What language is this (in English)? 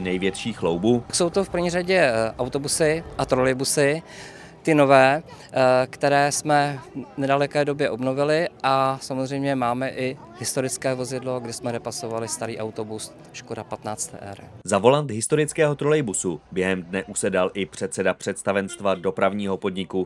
Czech